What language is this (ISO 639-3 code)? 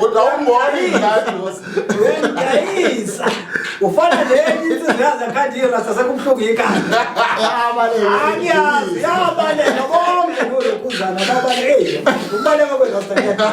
zul